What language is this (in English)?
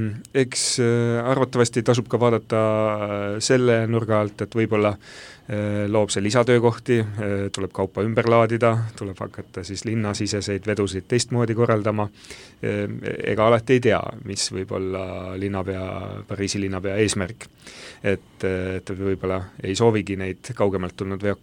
Estonian